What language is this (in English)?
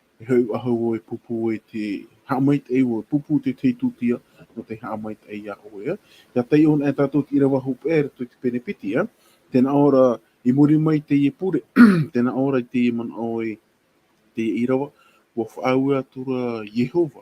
Tahitian